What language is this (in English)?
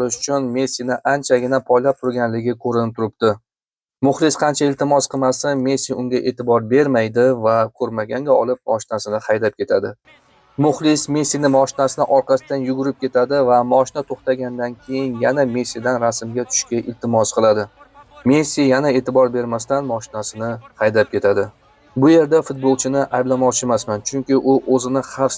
Uzbek